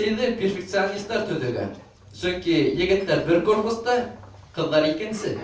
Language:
Bashkir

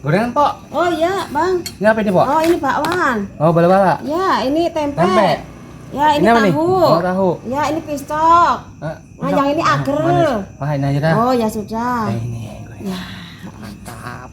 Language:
Betawi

